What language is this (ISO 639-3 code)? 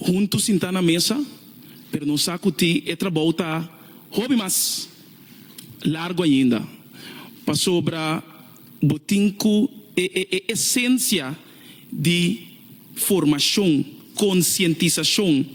pap